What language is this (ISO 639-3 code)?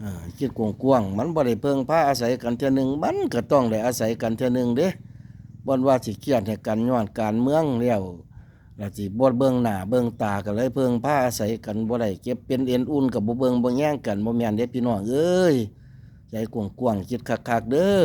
tts